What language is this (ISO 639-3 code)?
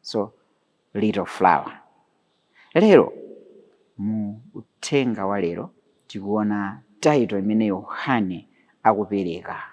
nya